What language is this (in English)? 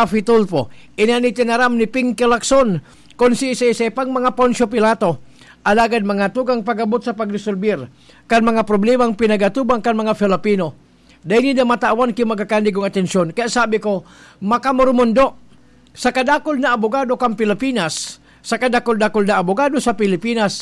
Bikol